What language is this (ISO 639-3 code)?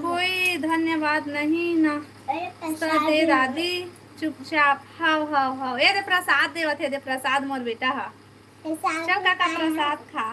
hne